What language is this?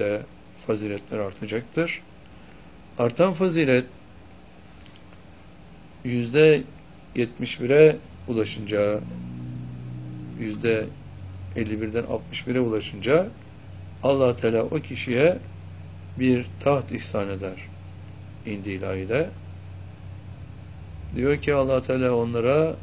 Turkish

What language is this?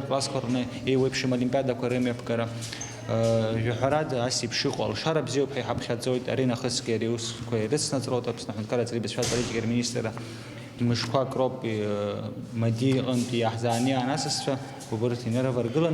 Abkhazian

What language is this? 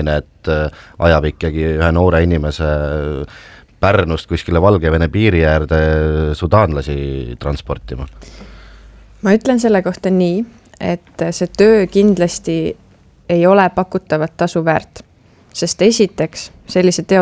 Estonian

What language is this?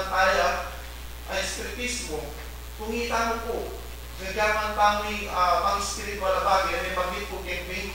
Pampanga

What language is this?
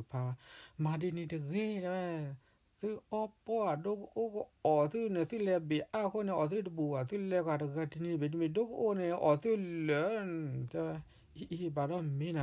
S'gaw Karen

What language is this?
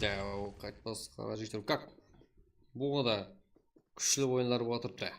Kara-Kalpak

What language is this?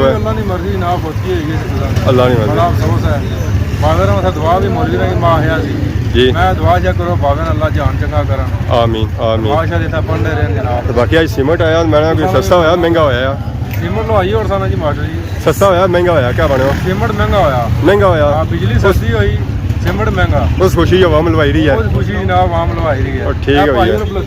Pahari-Potwari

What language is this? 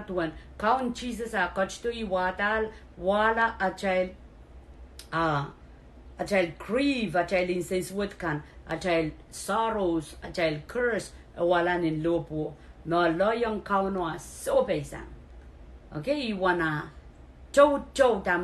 Pohnpeian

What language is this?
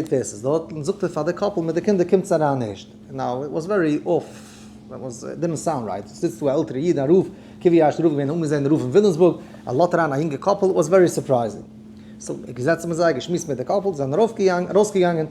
Yiddish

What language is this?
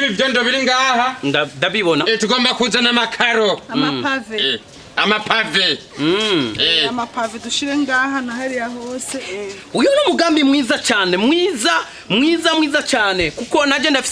Rundi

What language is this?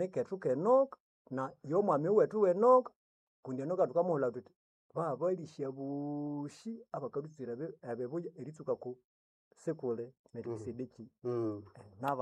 Nande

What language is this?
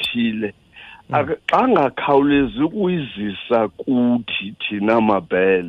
Xhosa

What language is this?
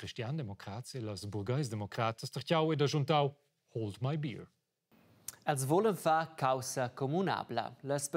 Romansh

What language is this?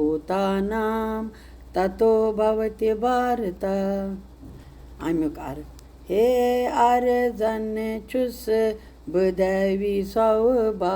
Kashmiri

